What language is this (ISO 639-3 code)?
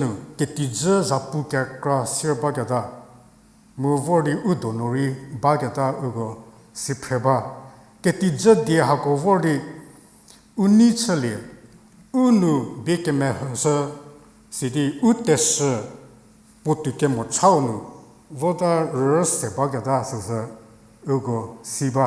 njm